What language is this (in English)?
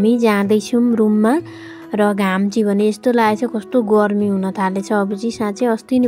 Nepali